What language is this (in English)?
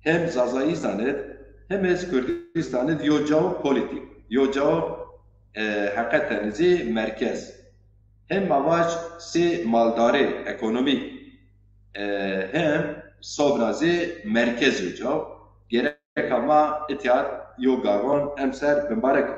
Zaza